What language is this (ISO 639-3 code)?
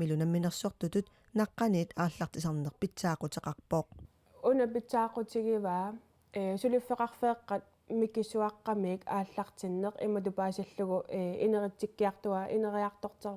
kal